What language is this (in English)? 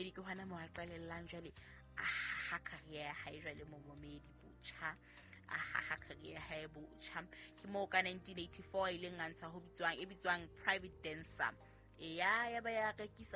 Southern Sotho